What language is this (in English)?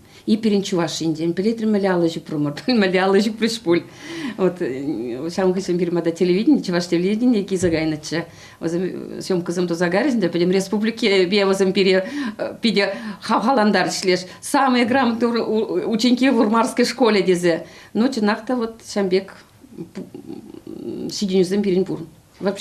Chuvash